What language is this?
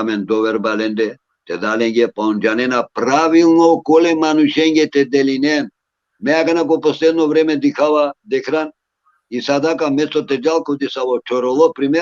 Balkan Romani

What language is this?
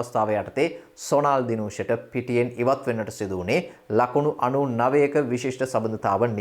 Sinhala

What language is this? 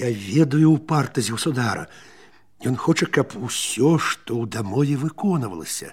Belarusian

